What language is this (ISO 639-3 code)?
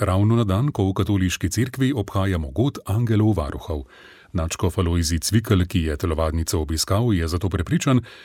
slv